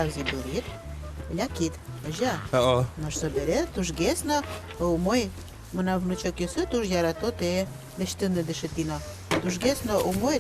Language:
Udmurt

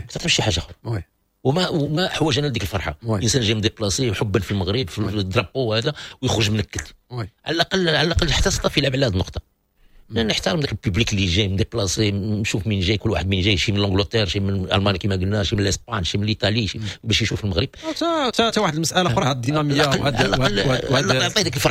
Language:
Moroccan Arabic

